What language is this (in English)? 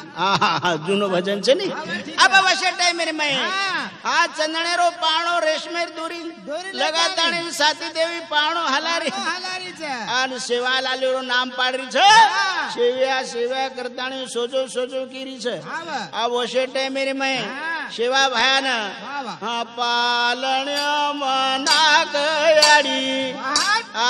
Lambadi